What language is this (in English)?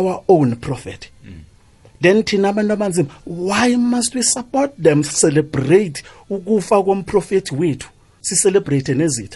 South Ndebele